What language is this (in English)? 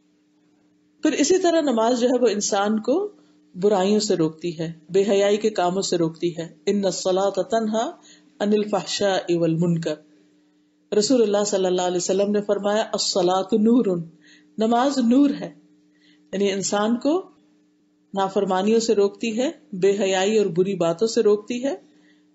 Urdu